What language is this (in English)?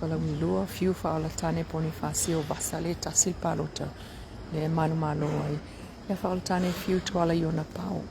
Samoan